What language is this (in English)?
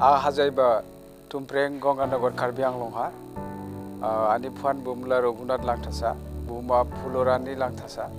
Dimasa